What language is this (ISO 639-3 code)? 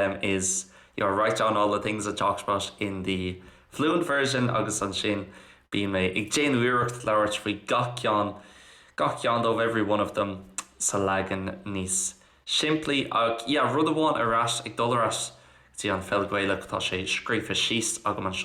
gle